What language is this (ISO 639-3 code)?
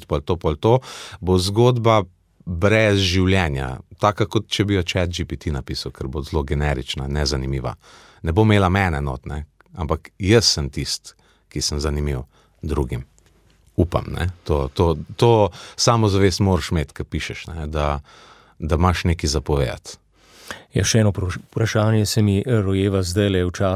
slv